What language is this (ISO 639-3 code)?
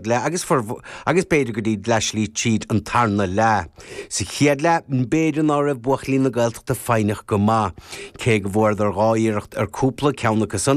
gle